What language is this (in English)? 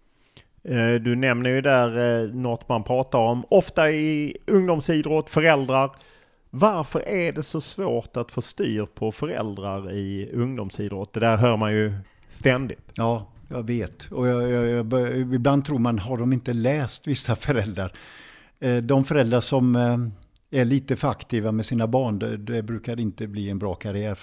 Swedish